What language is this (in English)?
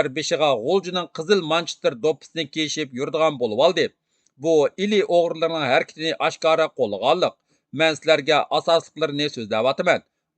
Uyghur